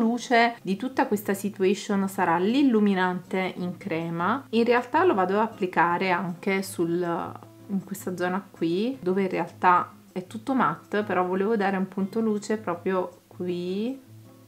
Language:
Italian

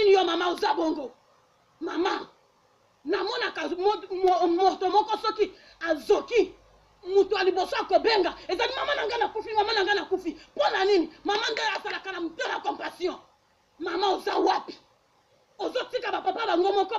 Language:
Lingala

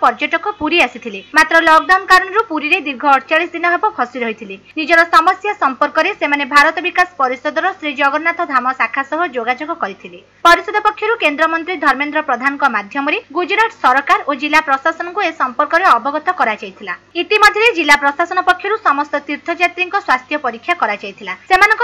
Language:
Odia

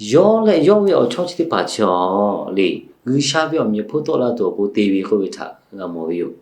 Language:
Lahu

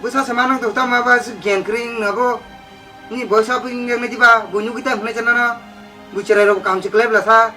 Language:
Kok Borok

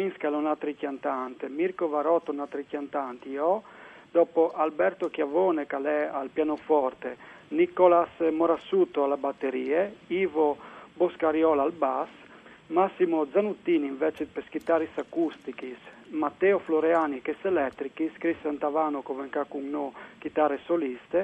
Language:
Friulian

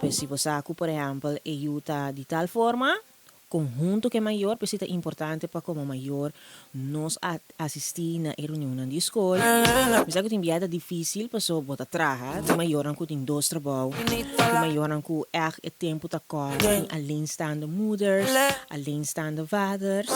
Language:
Papiamento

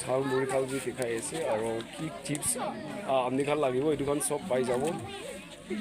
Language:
Naga Pidgin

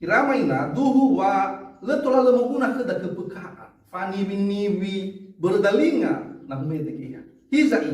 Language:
Nias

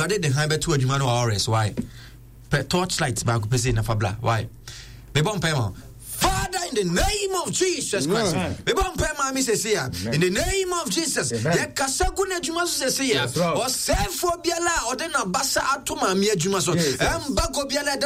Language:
Akan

